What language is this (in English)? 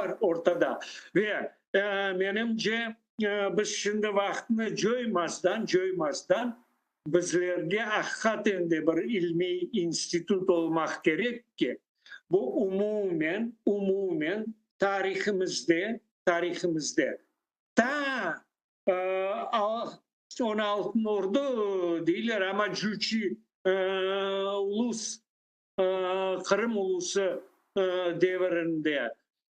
Crimean Tatar